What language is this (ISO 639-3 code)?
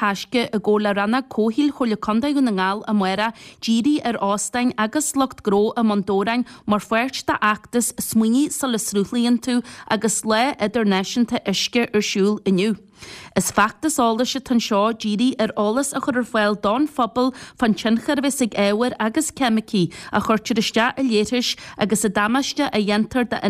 gle